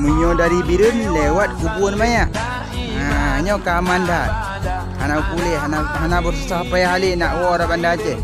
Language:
Achinese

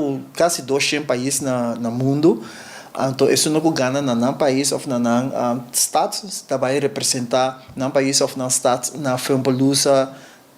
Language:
Papiamento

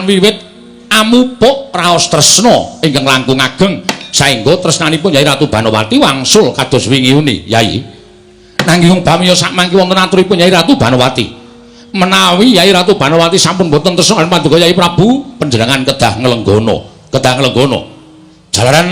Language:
Javanese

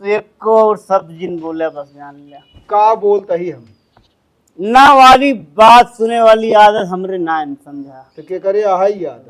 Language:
Awadhi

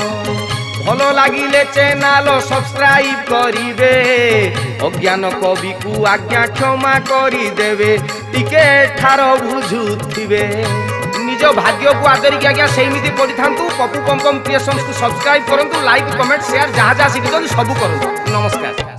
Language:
Odia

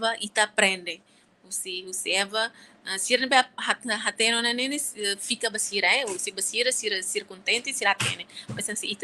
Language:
Tetum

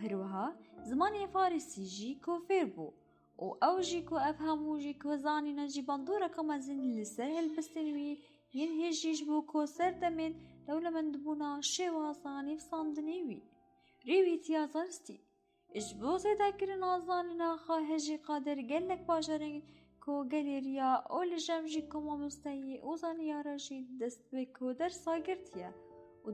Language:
Kurdish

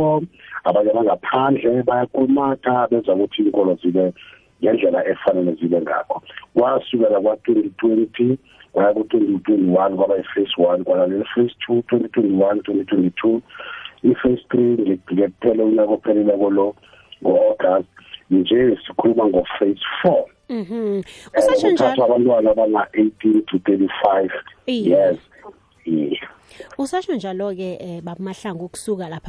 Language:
South Ndebele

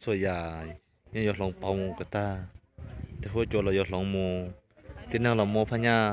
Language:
Hmong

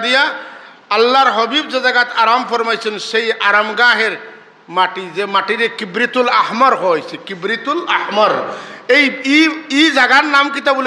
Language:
Sylheti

